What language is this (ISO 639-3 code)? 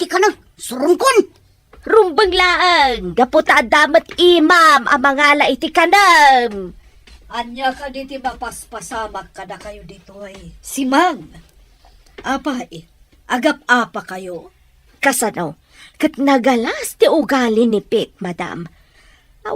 ilo